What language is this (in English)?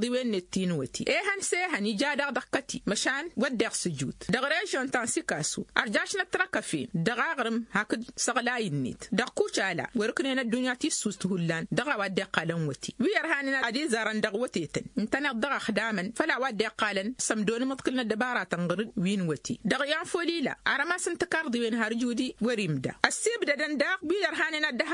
Tamasheq